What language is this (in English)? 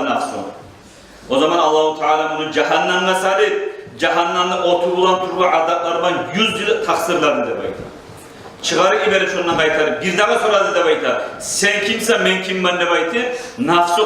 Kumyk